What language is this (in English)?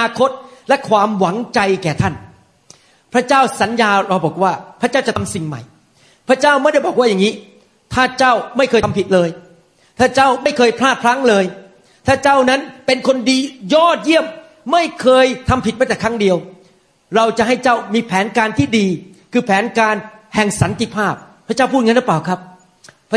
Thai